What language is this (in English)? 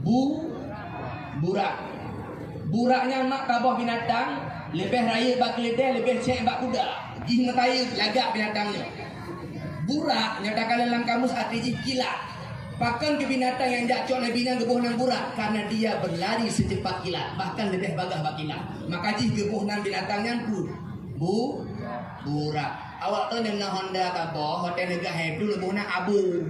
Achinese